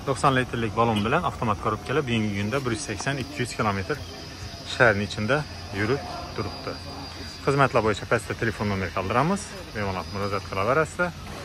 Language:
Uzbek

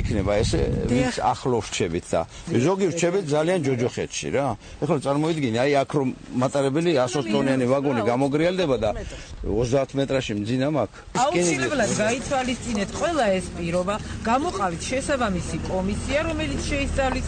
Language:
Georgian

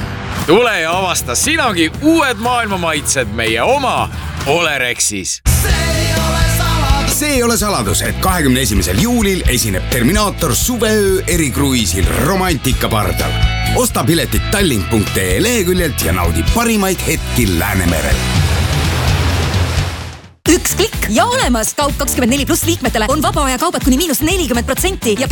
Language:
Estonian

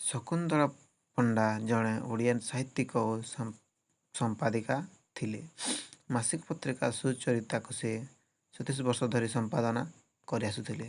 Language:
Odia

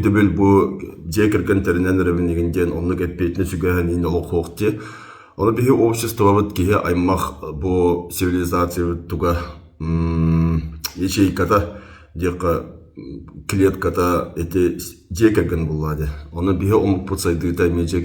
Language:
Yakut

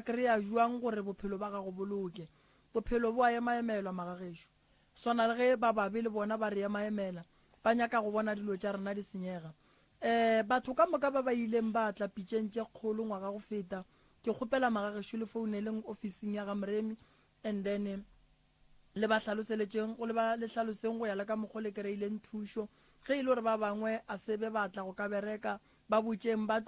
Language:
Northern Sotho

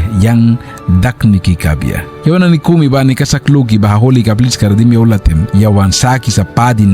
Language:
Mískito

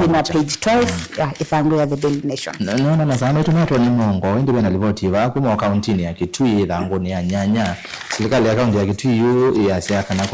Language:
Kamba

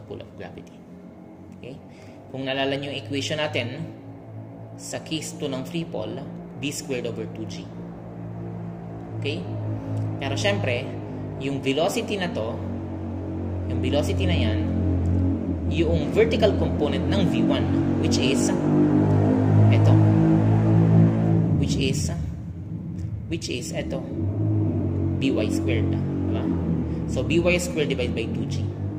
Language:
Filipino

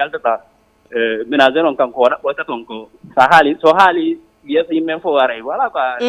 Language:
Fula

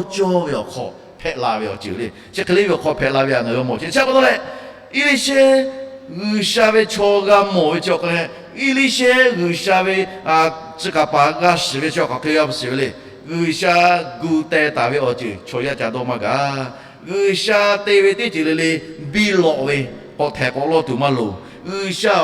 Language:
Lahu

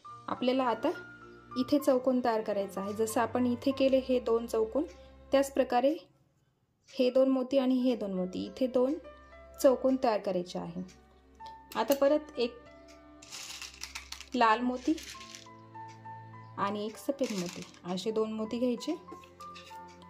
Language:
Marathi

